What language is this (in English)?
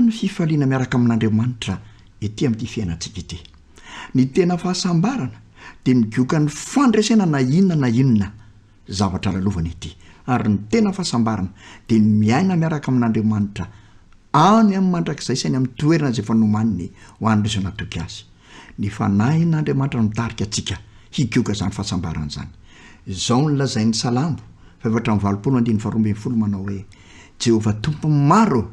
Malagasy